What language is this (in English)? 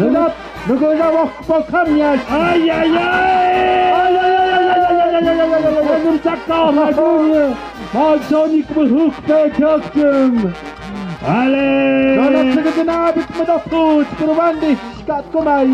Tlahuitoltepec Mixe